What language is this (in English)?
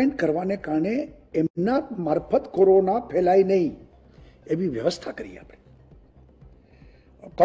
Gujarati